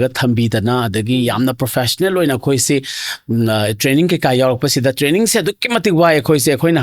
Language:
Manipuri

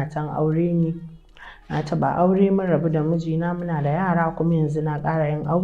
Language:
Hausa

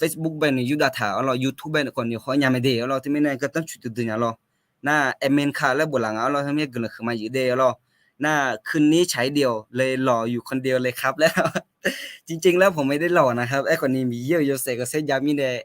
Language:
Akha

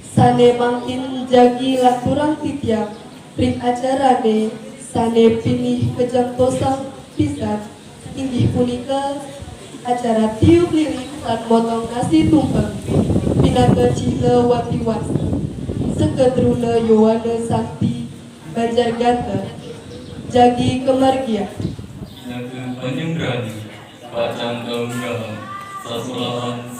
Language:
Balinese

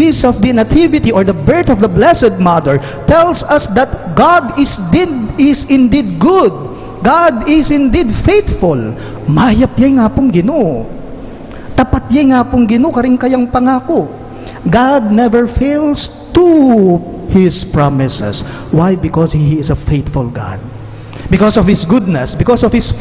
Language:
Pampanga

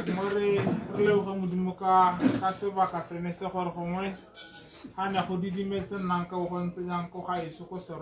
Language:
Tswana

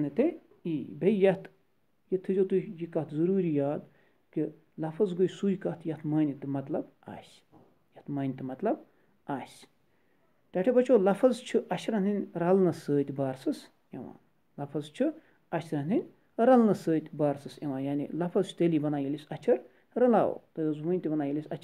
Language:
Kashmiri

